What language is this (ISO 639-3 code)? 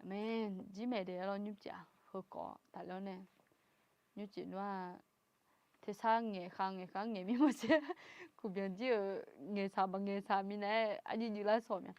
ahk